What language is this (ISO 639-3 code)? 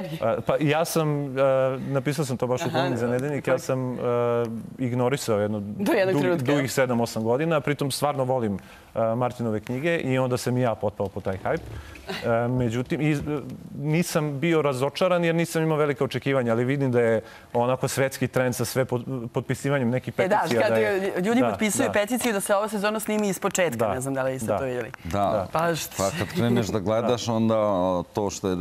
srp